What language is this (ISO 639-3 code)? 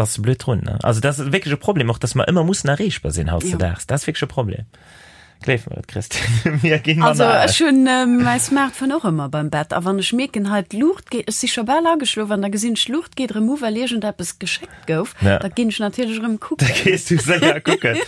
ltz